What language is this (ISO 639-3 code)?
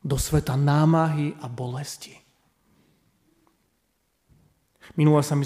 slk